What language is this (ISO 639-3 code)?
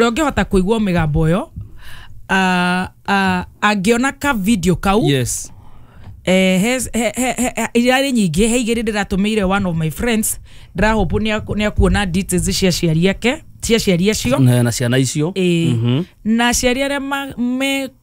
kik